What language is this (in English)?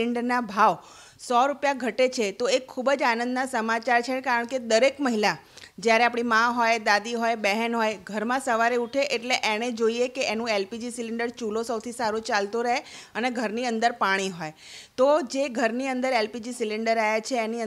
Gujarati